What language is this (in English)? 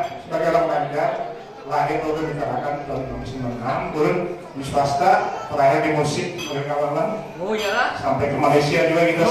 Banjar